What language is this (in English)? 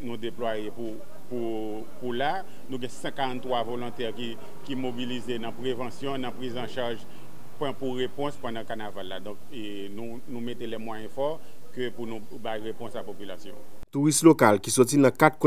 Haitian Creole